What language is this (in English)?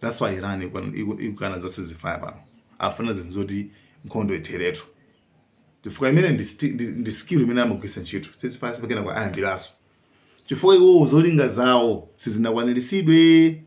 Nyanja